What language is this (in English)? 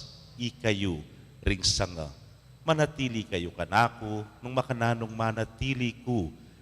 Pampanga